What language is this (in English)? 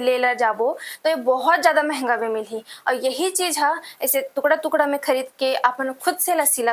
Chhattisgarhi